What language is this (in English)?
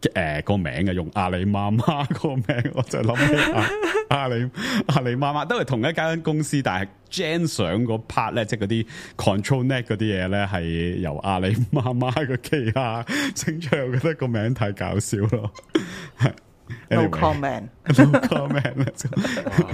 Cantonese